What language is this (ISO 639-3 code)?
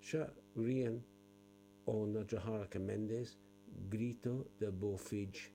gle